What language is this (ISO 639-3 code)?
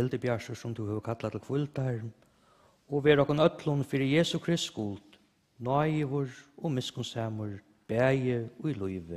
fao